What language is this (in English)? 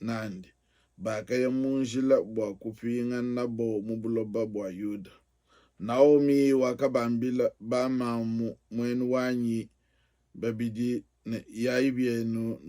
Luba-Lulua